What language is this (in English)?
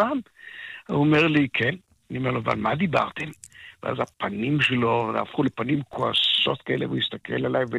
Hebrew